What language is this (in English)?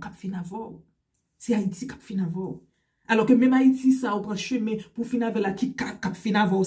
Haitian Creole